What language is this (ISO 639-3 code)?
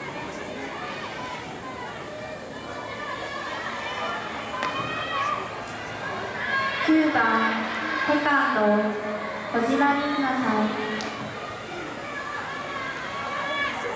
jpn